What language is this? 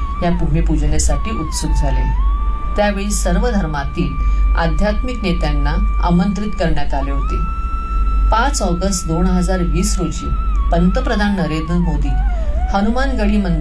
Marathi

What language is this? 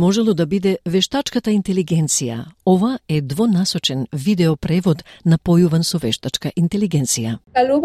Macedonian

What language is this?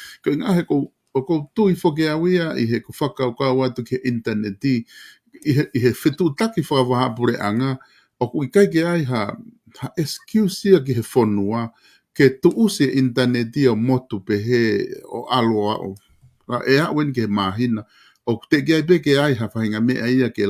Tongan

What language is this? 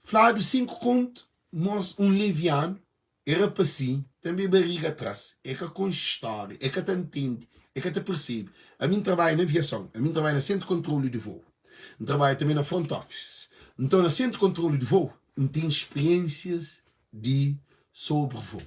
Kabuverdianu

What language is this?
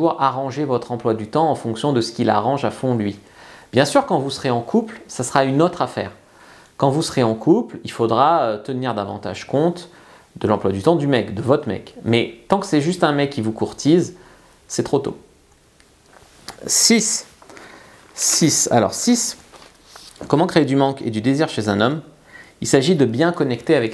French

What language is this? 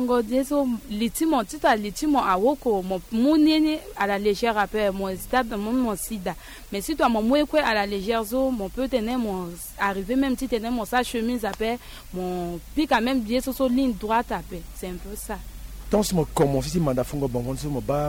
Sango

